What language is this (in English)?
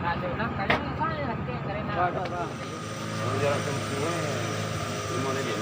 Minangkabau